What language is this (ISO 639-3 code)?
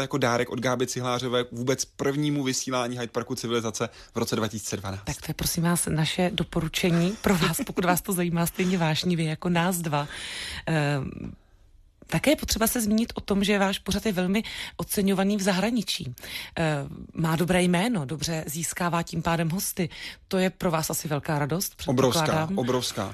ces